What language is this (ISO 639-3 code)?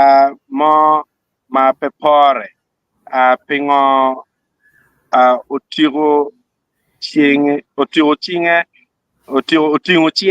ach